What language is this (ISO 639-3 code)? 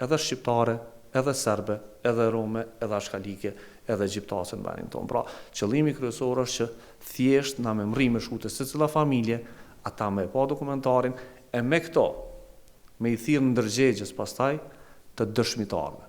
sqi